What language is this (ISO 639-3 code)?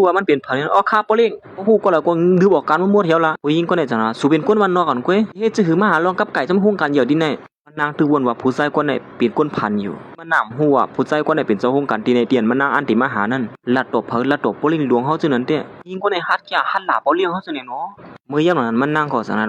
shn